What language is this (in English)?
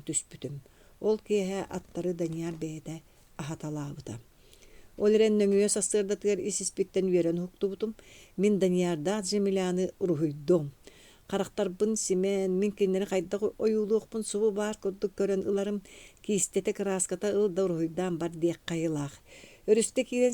Yakut